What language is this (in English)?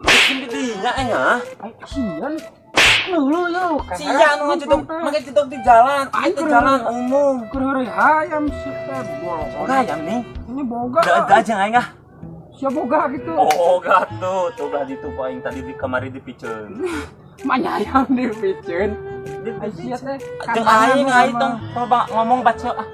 Sundanese